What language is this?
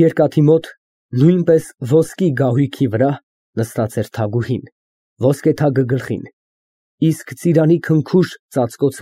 Armenian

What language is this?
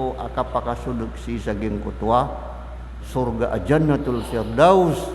Maranao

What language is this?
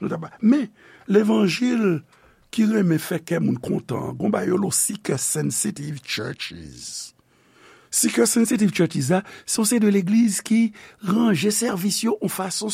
Haitian Creole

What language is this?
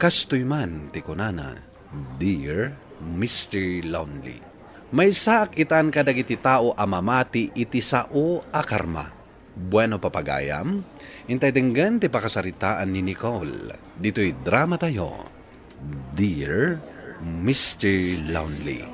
Iloko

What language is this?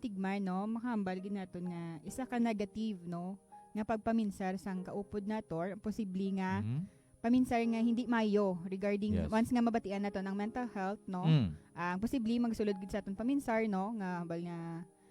Hiligaynon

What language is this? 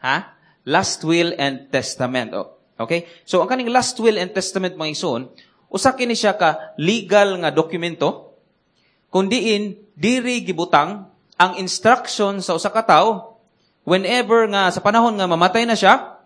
Cebuano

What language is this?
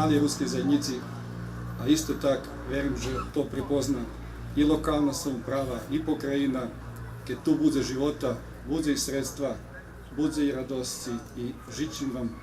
Rusyn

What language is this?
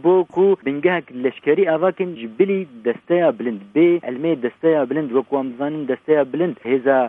Kurdish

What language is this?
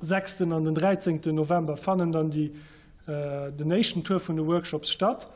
Luxembourgish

